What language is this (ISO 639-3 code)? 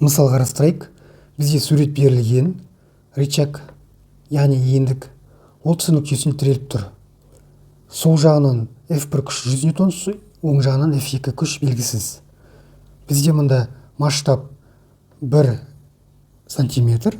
kaz